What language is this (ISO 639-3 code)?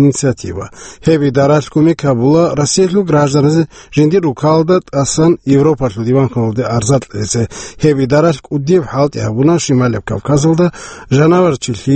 ava